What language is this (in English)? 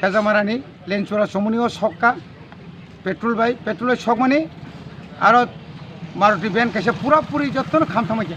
Kok Borok